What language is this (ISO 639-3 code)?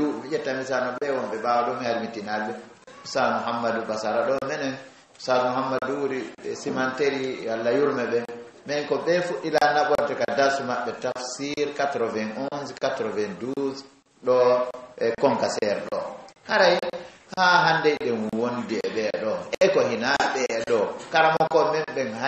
ful